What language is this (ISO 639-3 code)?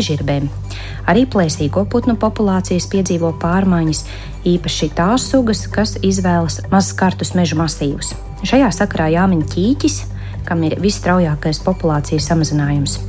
lav